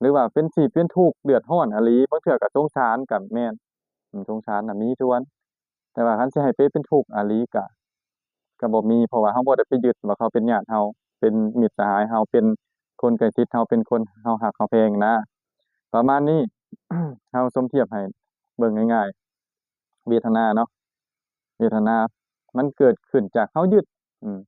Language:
Lao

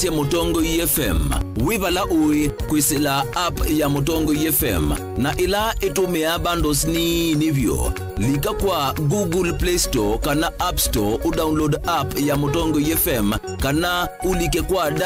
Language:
Kamba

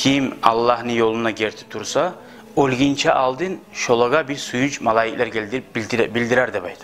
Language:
Kumyk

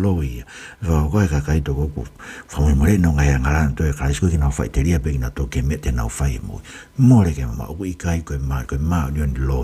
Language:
Tongan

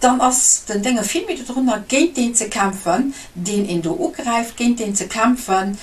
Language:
Luxembourgish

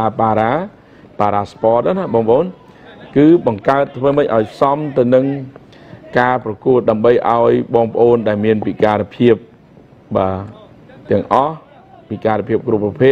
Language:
Khmer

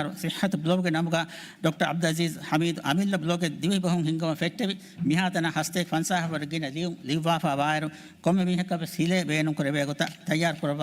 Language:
Divehi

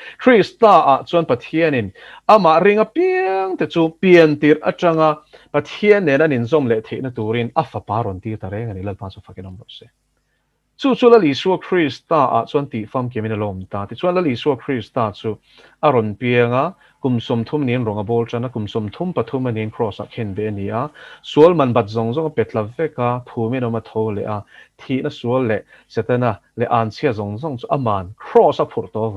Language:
Mizo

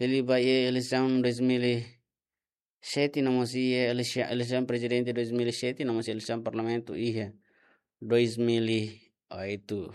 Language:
Tetum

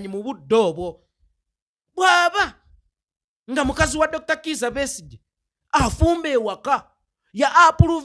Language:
Ganda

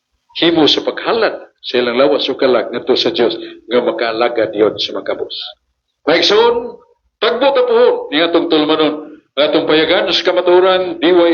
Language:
Cebuano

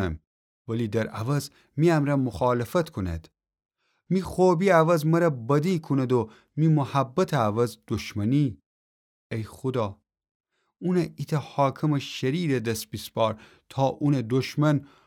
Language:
Gilaki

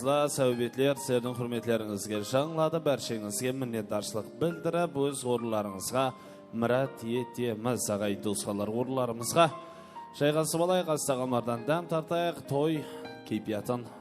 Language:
Kara-Kalpak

